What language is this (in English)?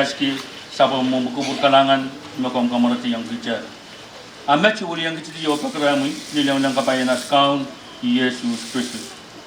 Pohnpeian